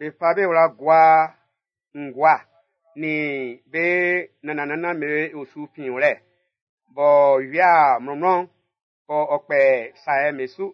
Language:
Baoulé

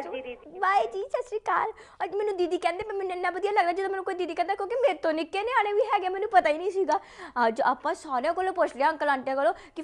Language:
Punjabi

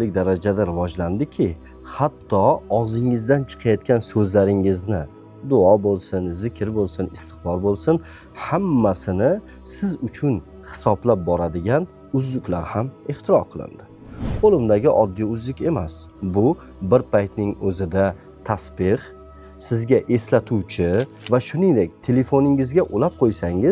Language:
Uzbek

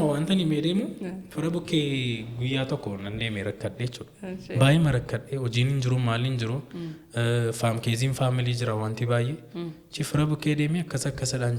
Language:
Oromo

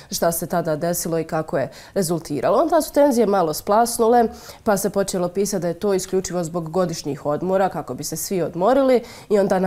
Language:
Bosnian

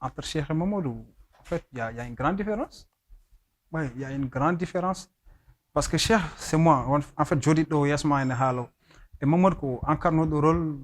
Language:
Fula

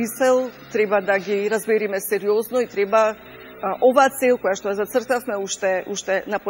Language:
Macedonian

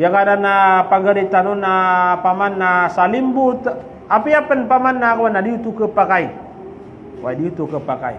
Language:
Maranao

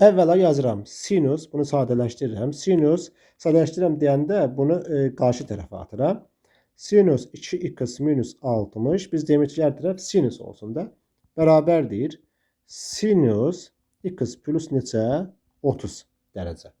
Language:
Azerbaijani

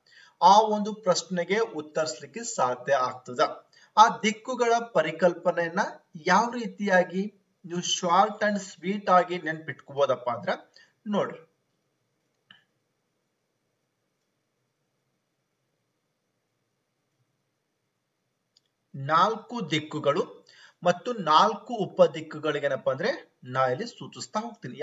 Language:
Kannada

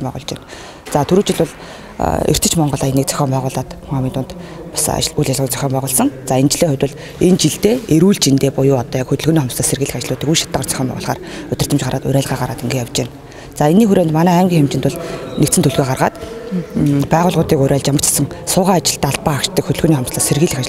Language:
Mongolian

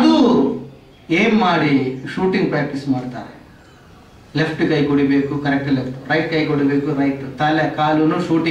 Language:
Kannada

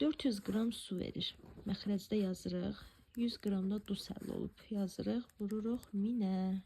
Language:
Azerbaijani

